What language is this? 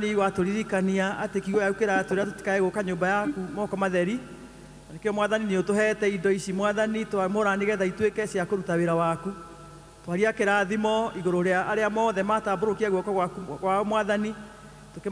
Kikuyu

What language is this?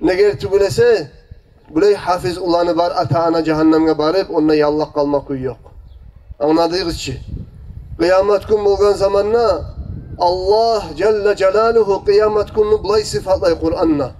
Kumyk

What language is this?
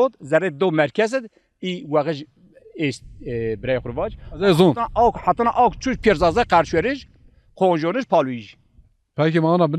Zaza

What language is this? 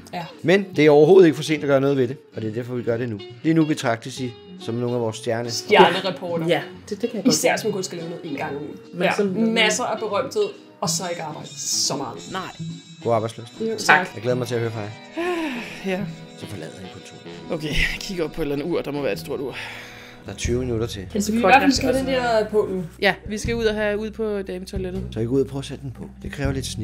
Danish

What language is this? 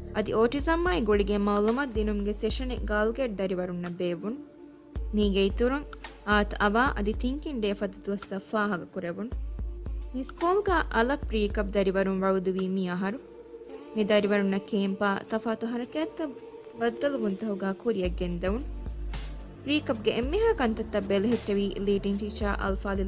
Divehi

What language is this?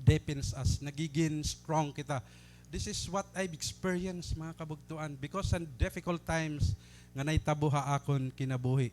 Waray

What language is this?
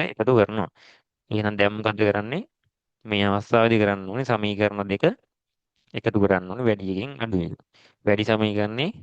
Sinhala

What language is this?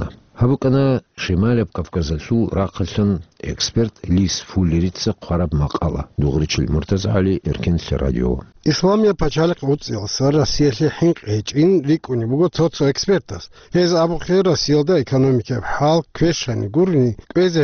Avaric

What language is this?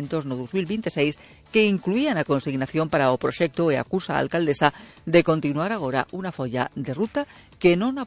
Galician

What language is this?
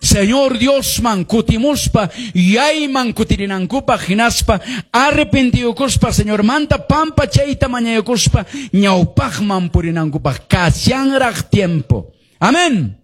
Quechua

